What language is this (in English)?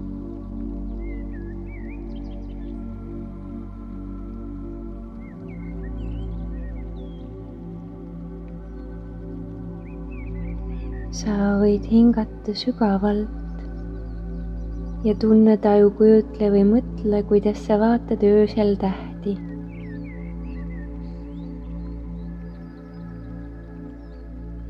Estonian